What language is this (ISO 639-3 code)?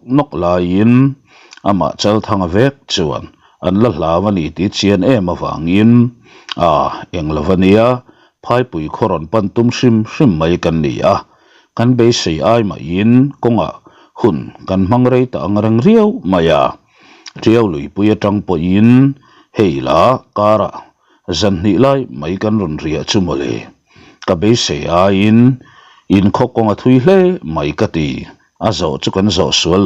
lus